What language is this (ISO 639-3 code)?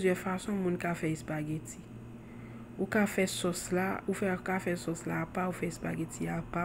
hat